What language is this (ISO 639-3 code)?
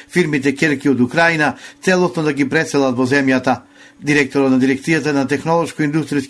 mkd